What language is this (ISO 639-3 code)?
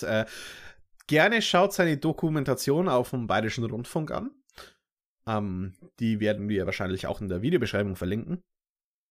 deu